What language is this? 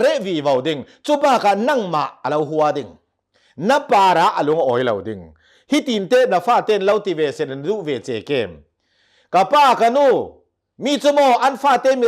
Hakha Chin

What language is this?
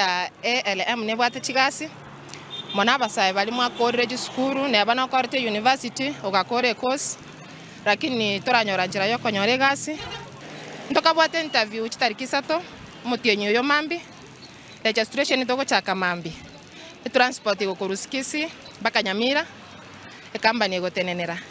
Gusii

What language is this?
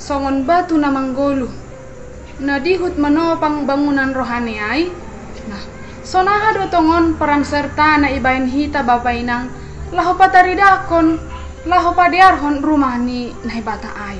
Batak Simalungun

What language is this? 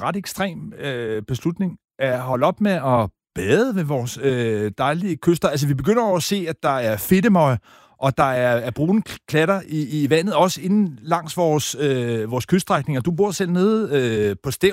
Danish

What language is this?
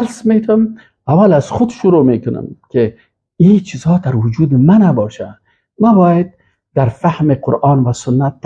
Persian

